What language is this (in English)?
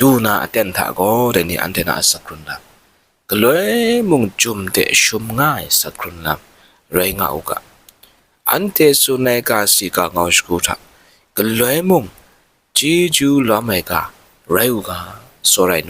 Kachin